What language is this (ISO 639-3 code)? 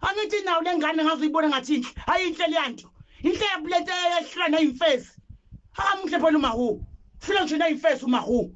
zul